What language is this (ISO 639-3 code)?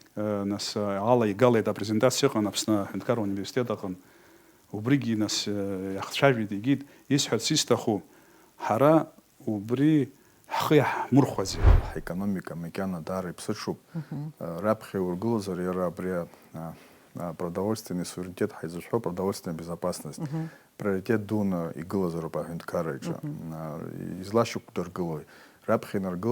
abk